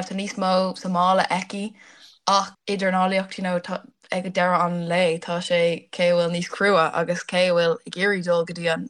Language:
Irish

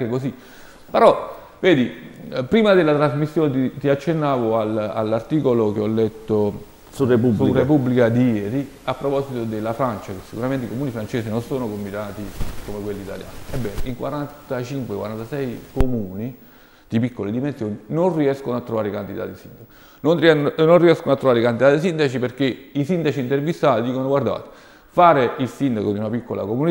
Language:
Italian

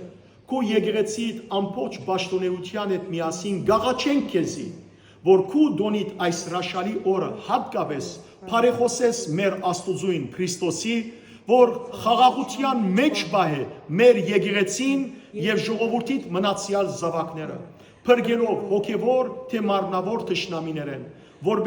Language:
Western Armenian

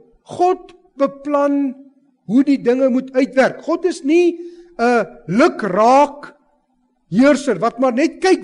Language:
Afrikaans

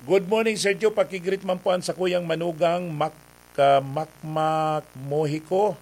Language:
Bikol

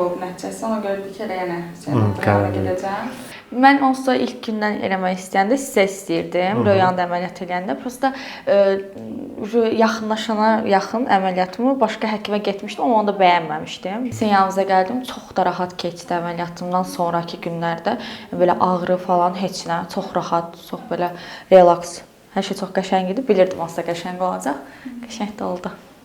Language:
Azerbaijani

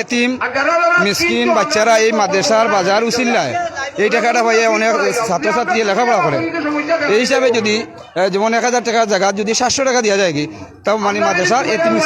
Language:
Sylheti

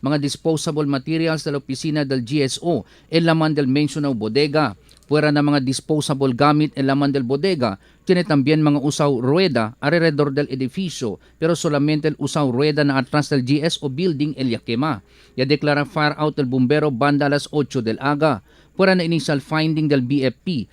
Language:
Chavacano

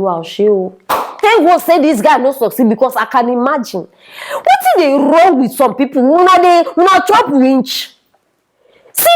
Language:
Nigerian Pidgin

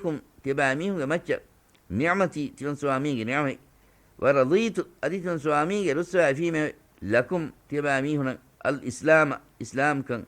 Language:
Divehi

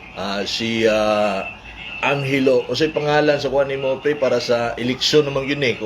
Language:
Cebuano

